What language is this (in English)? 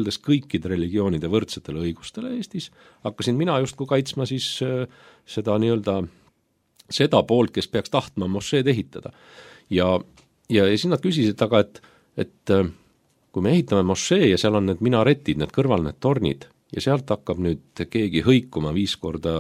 Estonian